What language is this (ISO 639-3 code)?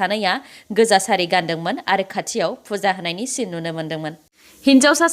brx